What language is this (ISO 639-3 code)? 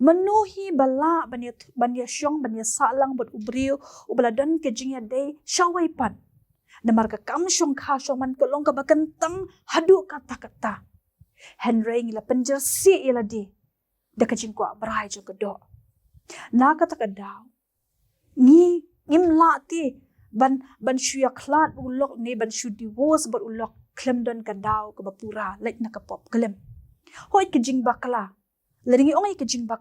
kha